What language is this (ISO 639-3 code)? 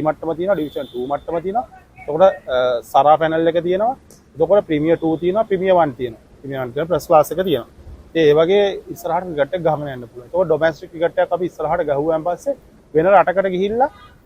sin